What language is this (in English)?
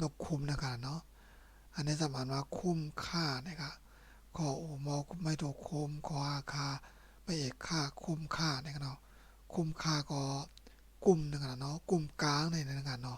Shan